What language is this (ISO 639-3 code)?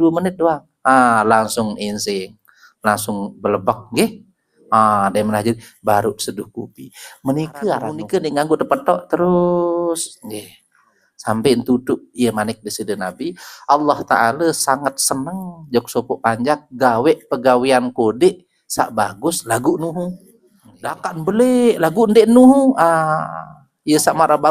sas